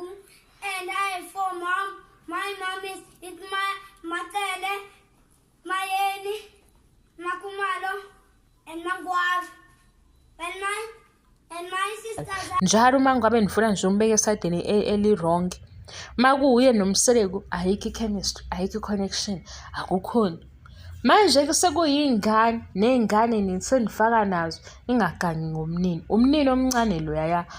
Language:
Zulu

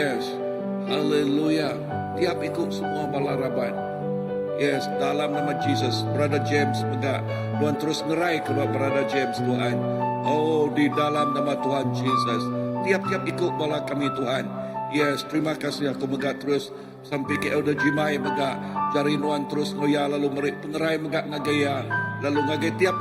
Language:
Iban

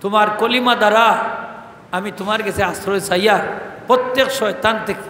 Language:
Sylheti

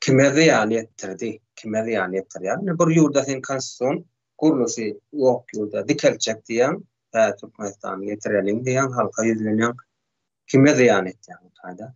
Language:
Turkmen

